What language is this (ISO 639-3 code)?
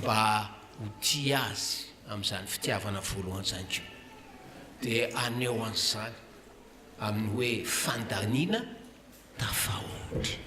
mlg